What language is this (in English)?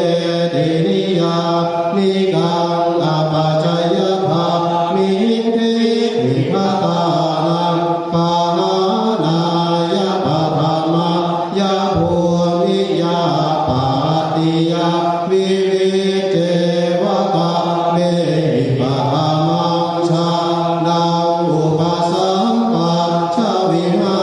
Pali